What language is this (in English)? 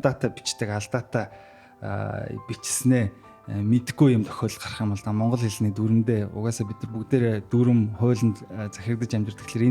Mongolian